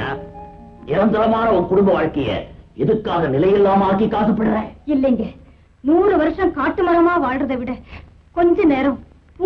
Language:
Tamil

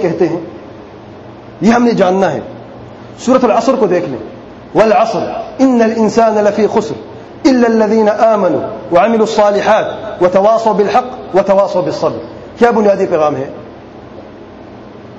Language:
Urdu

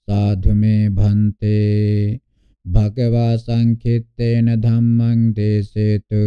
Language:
Pali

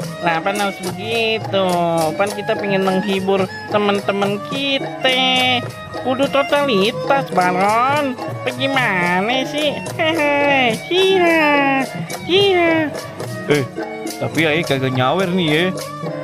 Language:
Betawi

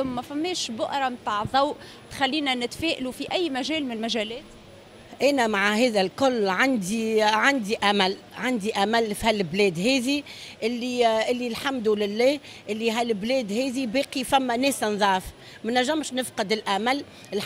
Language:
Tunisian Arabic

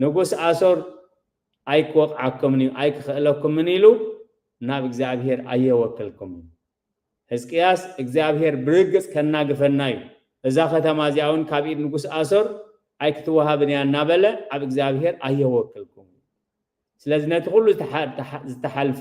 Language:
Tigrinya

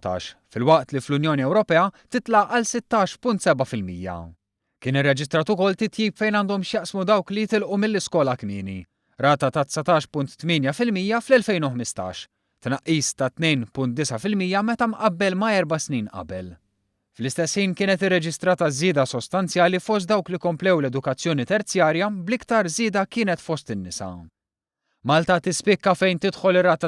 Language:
Maltese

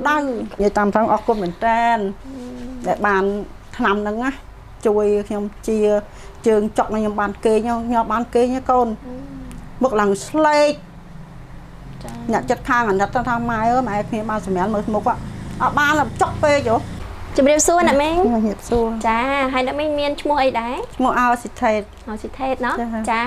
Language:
Khmer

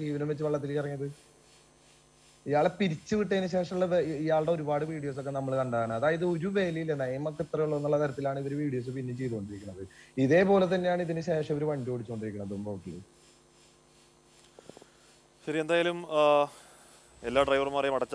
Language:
Malayalam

